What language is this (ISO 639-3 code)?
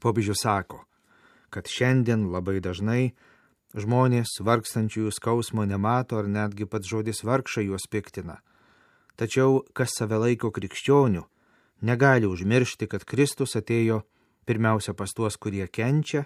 lit